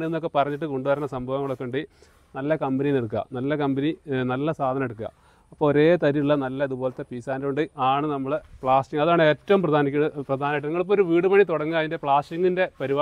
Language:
Malayalam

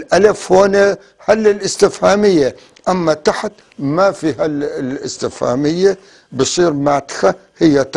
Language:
North Levantine Arabic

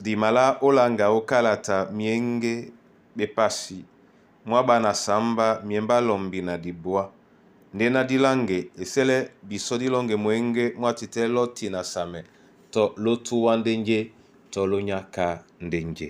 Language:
Duala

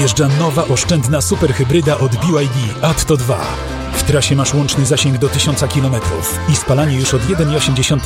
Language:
Polish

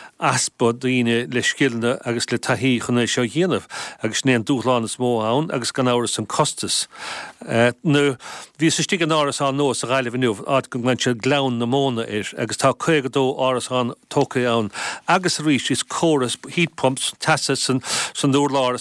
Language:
Irish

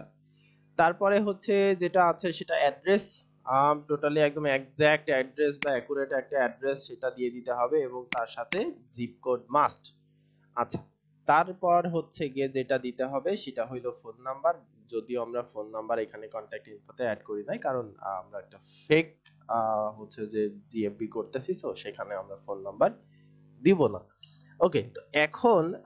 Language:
Bangla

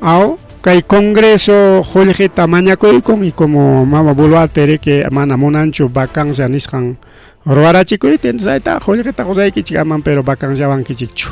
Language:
Ayacucho Quechua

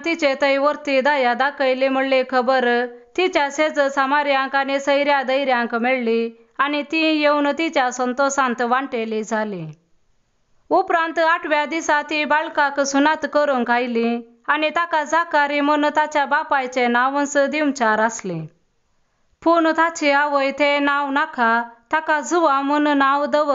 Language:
Konkani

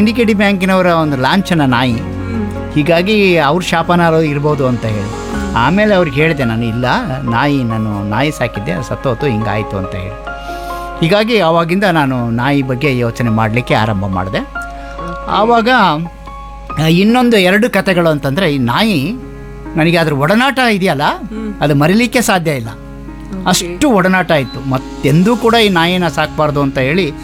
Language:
Kannada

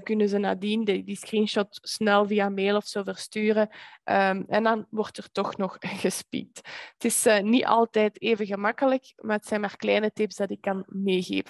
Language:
Dutch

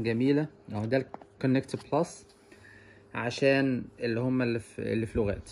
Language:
Egyptian Arabic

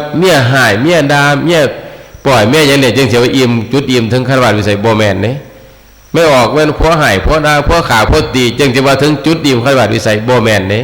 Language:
Northeastern Thai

